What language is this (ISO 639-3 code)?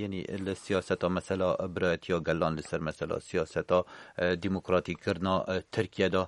kur